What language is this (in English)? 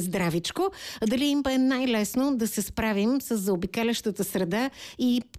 Bulgarian